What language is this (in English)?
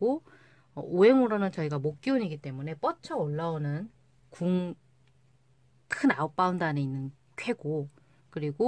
Korean